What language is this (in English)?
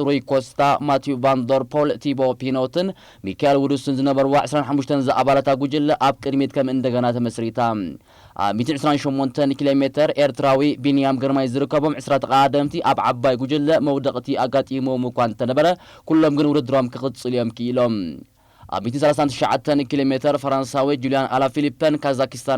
Tigrinya